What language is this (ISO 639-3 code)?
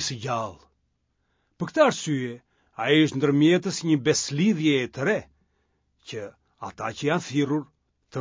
sqi